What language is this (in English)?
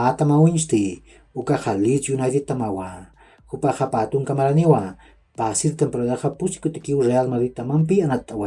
Aymara